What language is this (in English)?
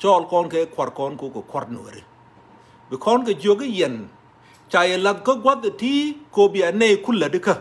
Nuer